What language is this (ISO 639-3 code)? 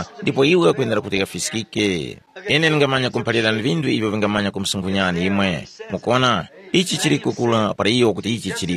tum